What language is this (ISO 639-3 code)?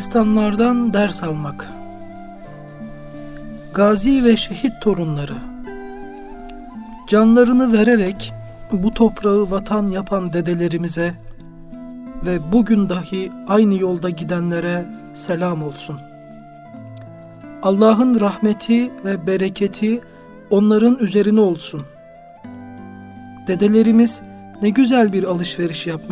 tur